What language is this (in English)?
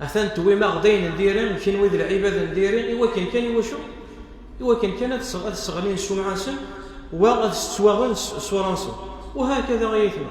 Kabyle